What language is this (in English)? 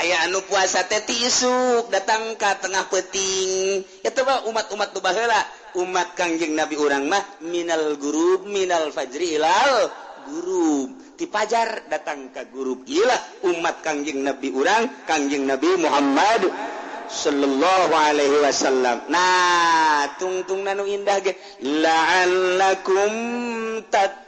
Sundanese